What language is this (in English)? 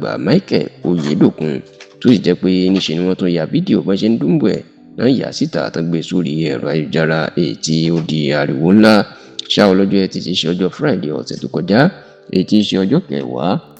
Yoruba